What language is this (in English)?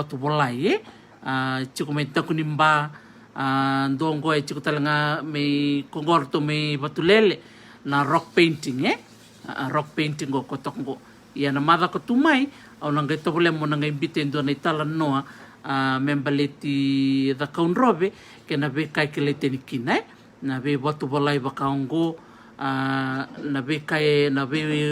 Fijian